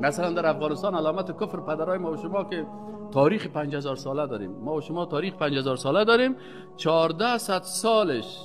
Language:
Persian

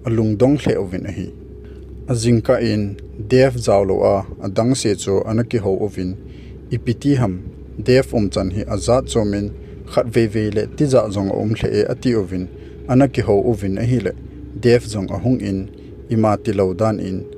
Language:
Thado Chin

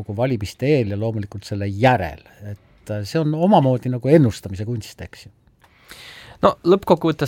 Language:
Estonian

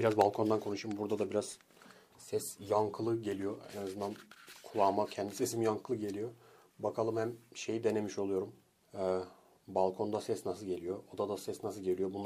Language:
Turkish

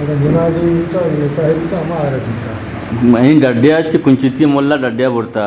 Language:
Eastern Balochi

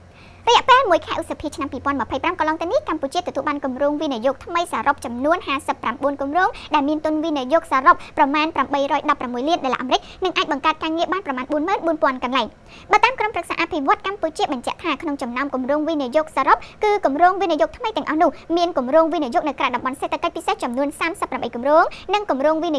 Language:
Khmer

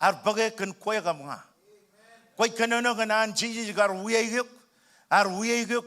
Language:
Marshallese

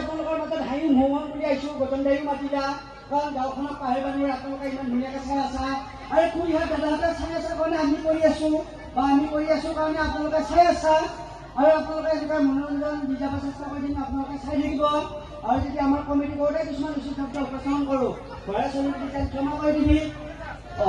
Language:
Assamese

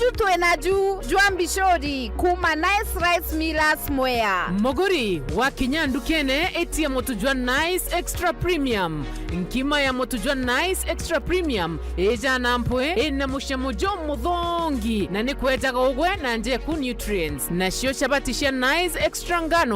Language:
Meru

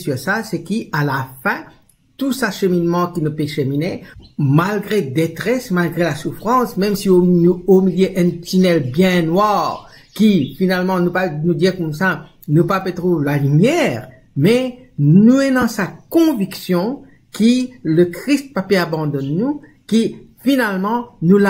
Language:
Morisyen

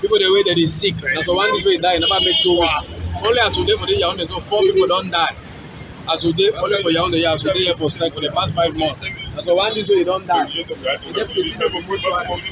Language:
Cameroon Pidgin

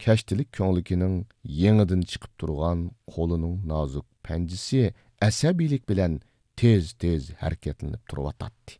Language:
Uyghur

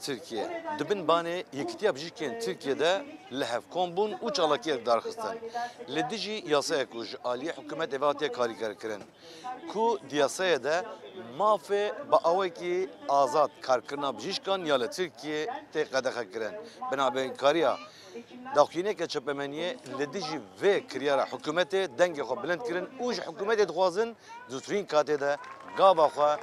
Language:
Kurdish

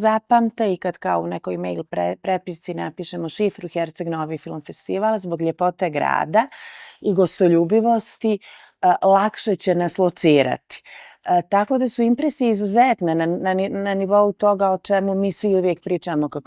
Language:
Bosnian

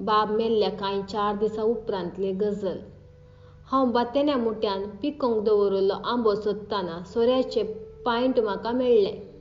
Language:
Konkani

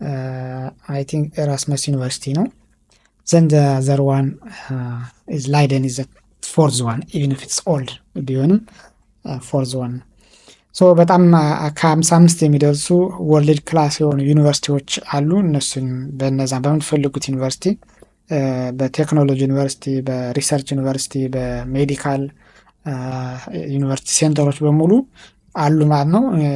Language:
Amharic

